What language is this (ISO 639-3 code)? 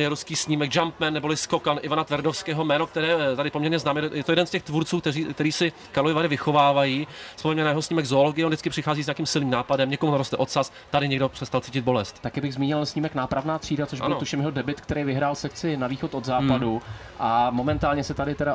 ces